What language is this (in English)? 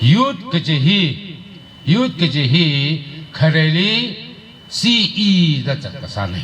Tangkhul Naga (India)